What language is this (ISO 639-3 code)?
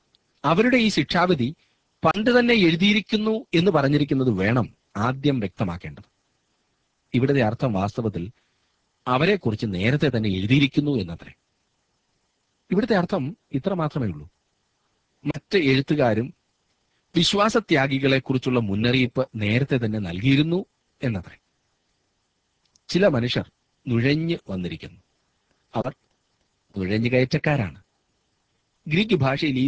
mal